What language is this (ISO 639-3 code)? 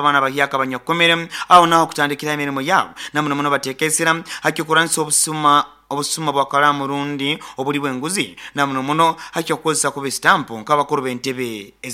nyo